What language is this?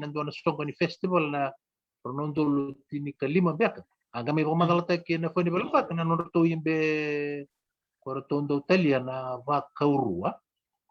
Fijian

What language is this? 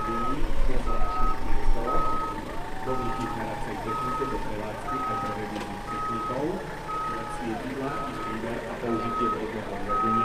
Slovak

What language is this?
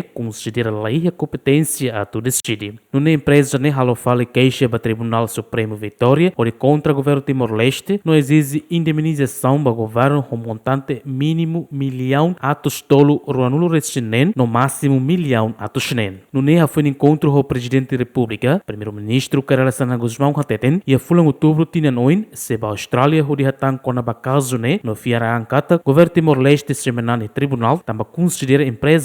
Tetum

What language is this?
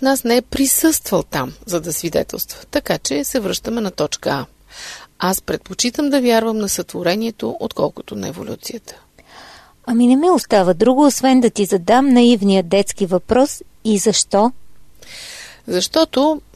Bulgarian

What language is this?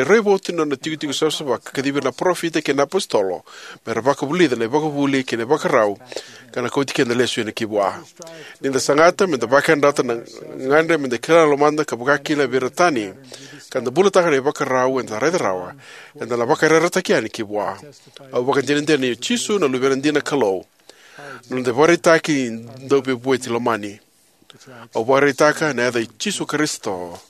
Fijian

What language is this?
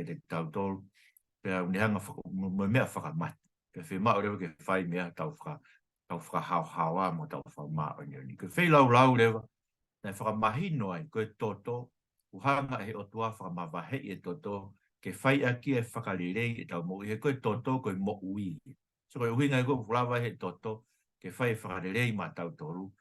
Tongan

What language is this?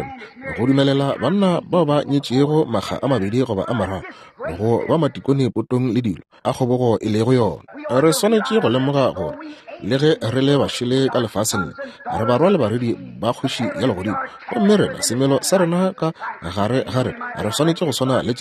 Northern Sotho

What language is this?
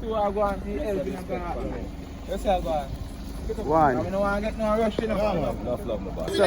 Jamaican Creole English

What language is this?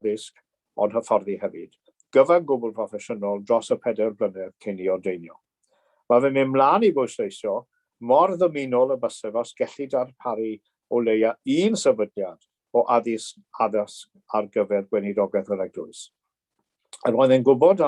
Welsh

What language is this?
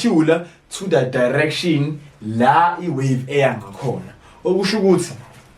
Zulu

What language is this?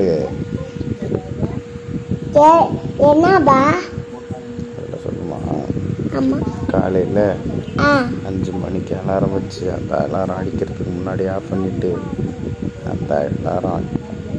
Tamil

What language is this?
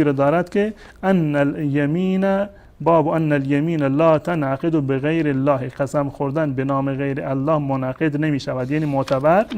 Persian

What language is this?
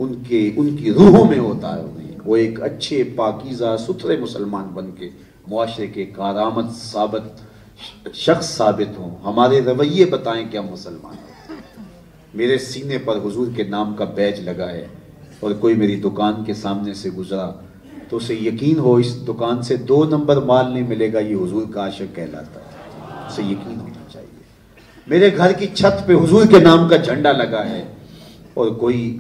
Urdu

